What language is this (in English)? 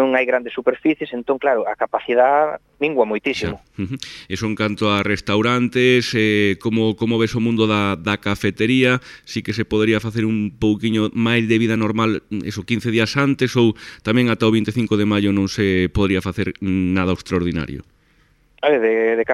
Galician